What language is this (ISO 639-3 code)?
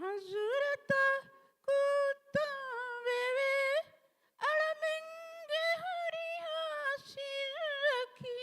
div